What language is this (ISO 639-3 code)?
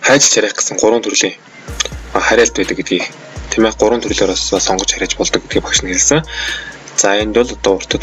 mon